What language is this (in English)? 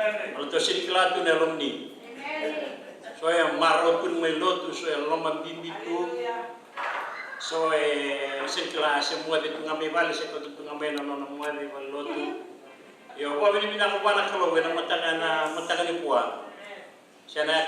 Fijian